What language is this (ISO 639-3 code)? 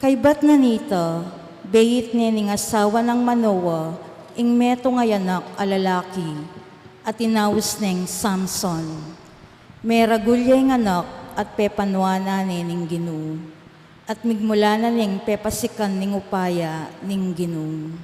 pam